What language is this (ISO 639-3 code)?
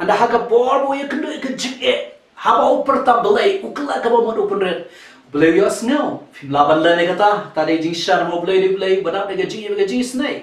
kha